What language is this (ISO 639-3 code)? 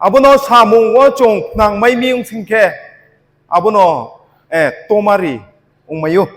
ria